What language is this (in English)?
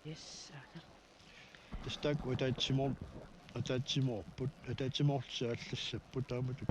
Kalaallisut